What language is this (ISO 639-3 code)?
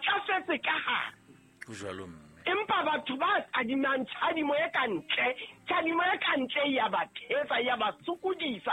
sot